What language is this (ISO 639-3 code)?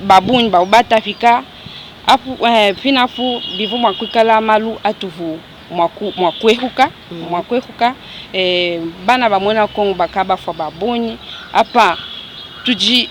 lua